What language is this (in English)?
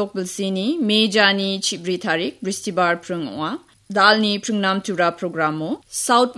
Garo